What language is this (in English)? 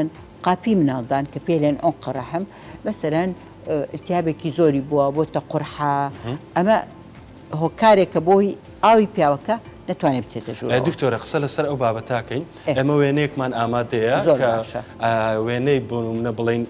Central Kurdish